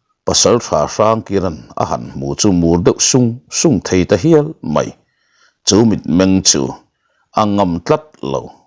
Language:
Mizo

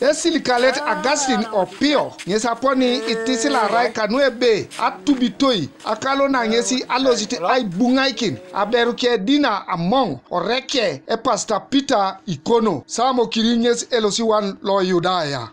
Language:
Teso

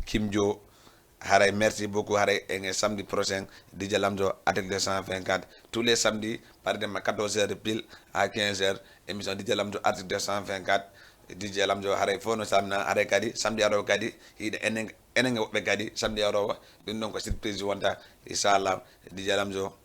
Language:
Fula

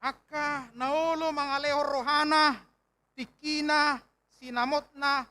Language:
Batak Toba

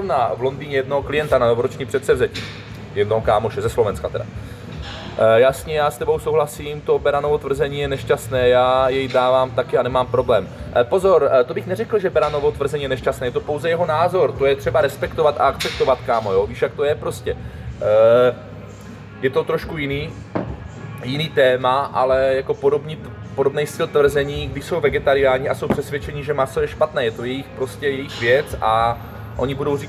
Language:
Czech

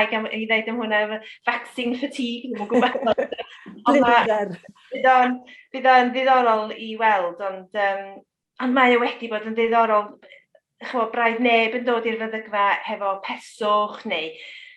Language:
Welsh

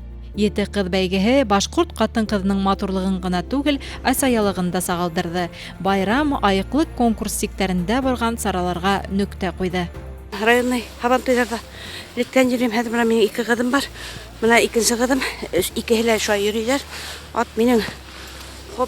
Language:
Bashkir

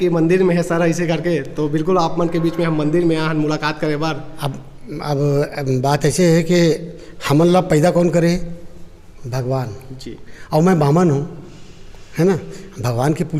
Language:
Chhattisgarhi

